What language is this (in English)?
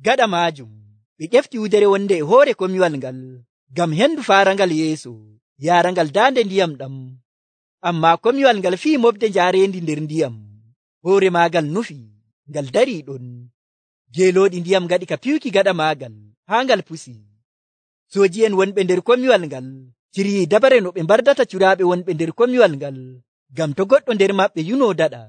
Nigerian Fulfulde